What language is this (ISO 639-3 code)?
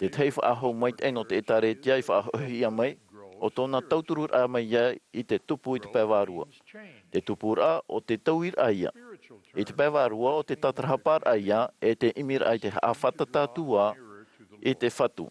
tah